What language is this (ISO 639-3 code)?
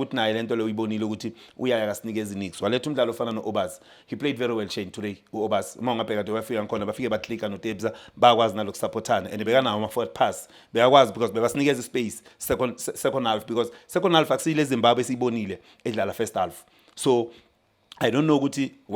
zul